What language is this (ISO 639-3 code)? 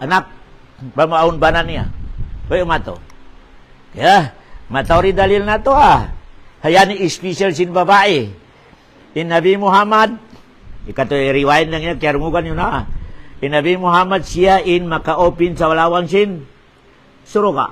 tsg